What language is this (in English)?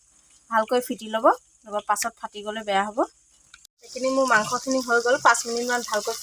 Assamese